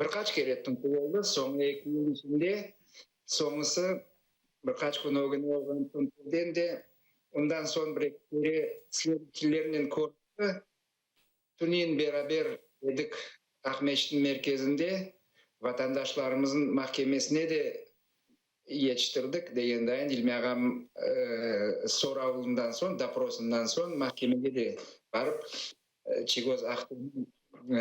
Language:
Crimean Tatar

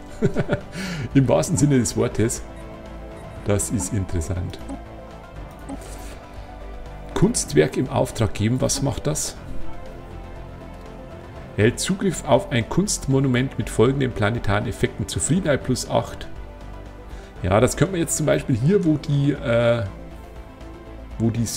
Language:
German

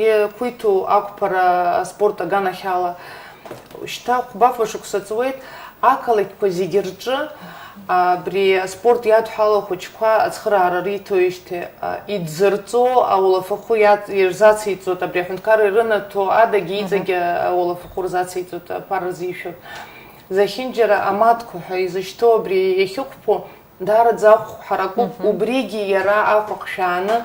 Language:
Abkhazian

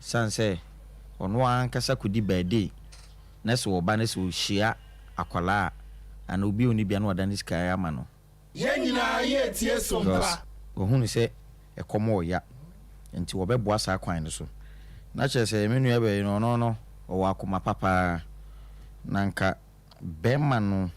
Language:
Akan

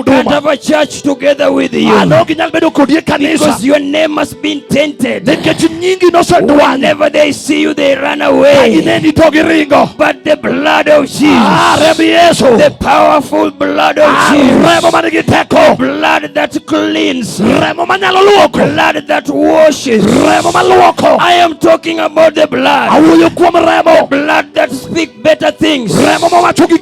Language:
Luo (Kenya and Tanzania)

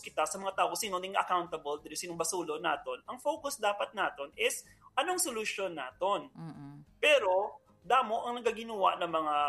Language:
Hiligaynon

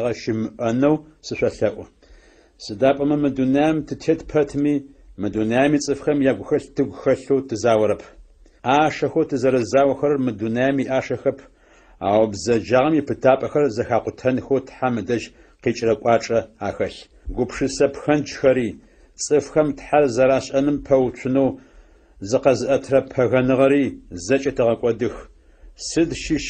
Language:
Adyghe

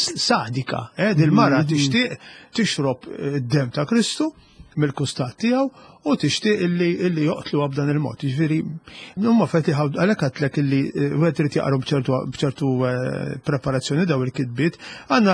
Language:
Maltese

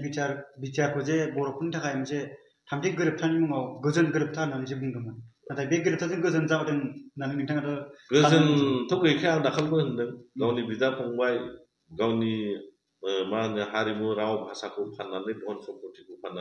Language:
Bodo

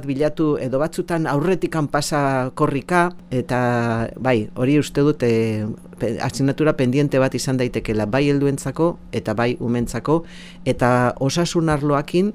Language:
Basque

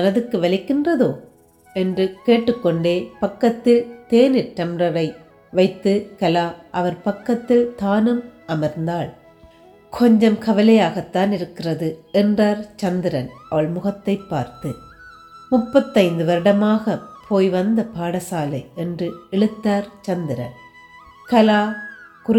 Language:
Tamil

